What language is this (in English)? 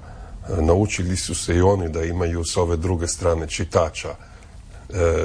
Croatian